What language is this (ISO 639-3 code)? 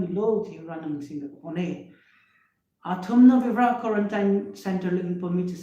nmf